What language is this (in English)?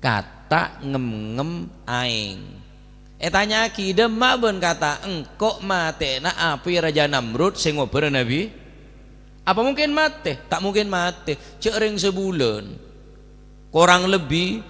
Madurese